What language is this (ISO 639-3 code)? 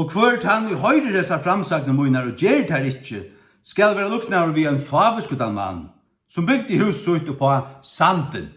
fao